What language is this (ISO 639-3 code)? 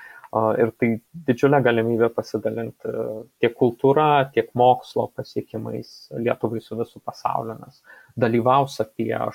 lit